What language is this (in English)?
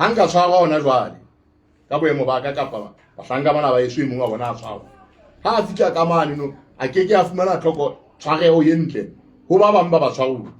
Southern Sotho